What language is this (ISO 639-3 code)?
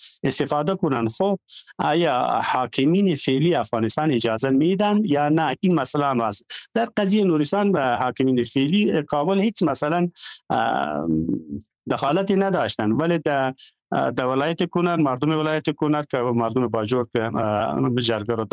fas